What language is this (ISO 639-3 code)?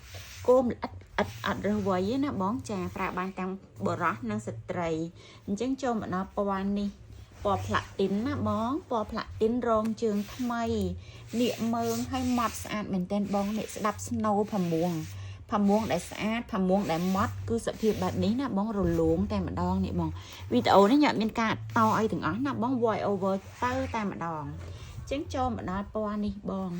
khm